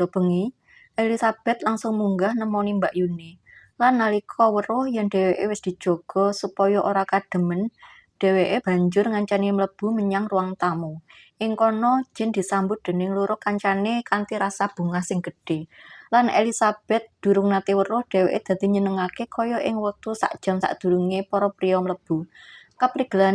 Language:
Javanese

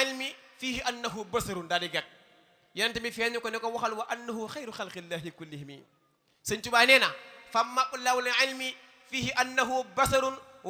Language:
Wolof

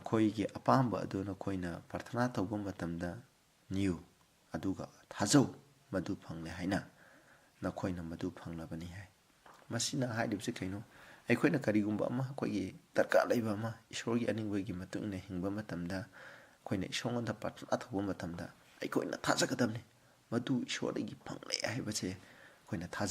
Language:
Manipuri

